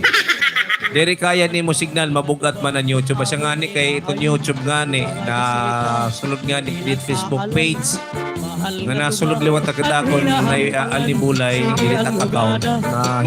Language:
Waray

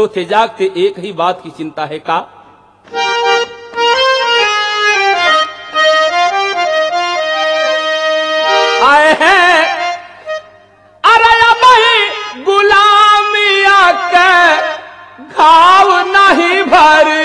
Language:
Bhojpuri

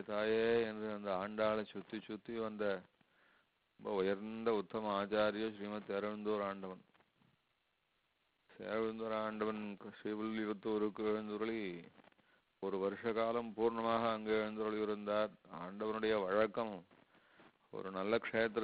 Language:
Tamil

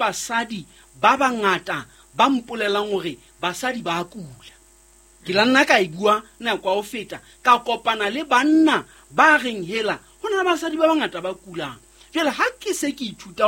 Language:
Southern Sotho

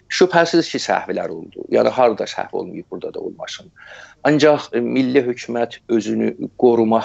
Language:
South Azerbaijani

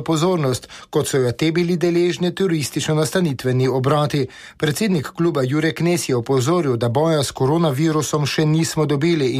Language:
Slovenian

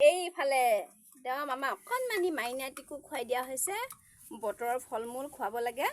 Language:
Assamese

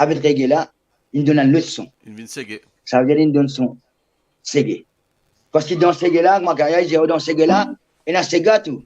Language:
Morisyen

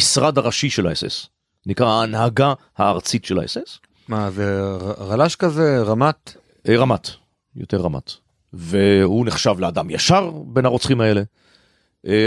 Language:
Hebrew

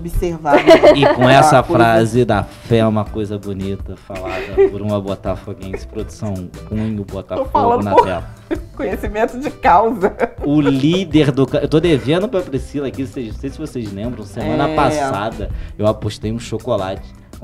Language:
Portuguese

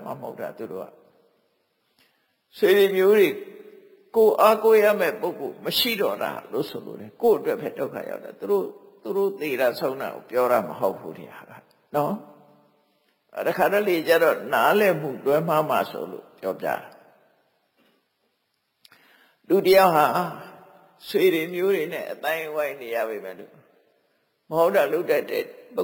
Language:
Burmese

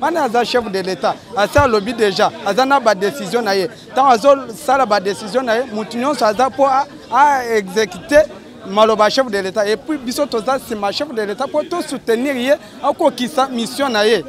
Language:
Lingala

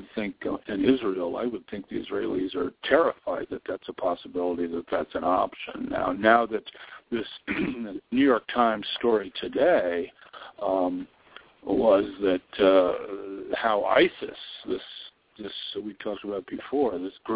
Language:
English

